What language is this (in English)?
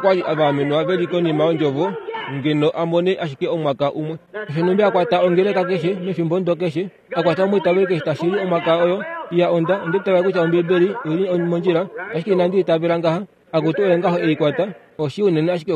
Kuanyama